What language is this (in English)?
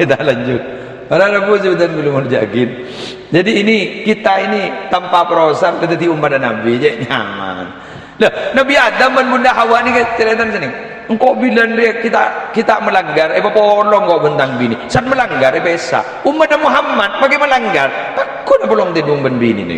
Madurese